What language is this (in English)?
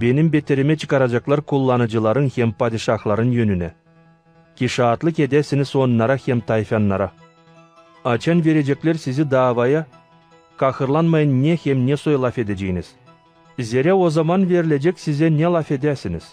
Gagauz